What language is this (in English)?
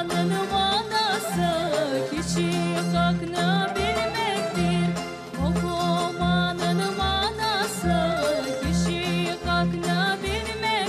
Crimean Tatar